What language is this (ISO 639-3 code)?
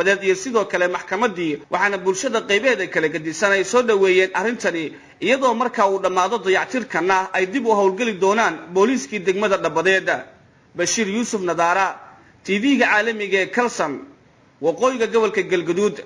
som